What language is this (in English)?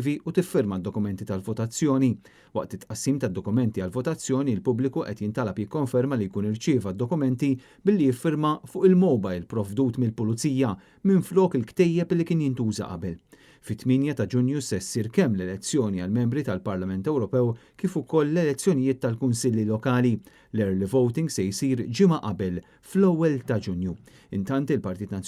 Maltese